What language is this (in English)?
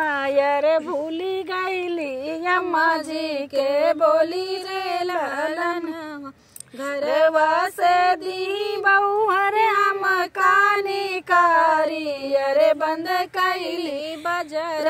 Bhojpuri